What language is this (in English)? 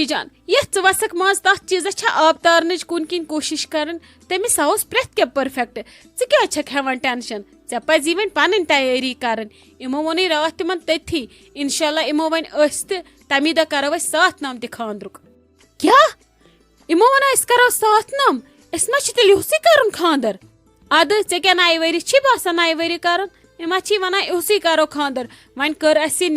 Kashmiri